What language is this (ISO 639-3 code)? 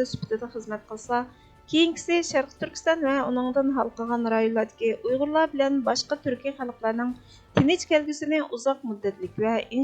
uig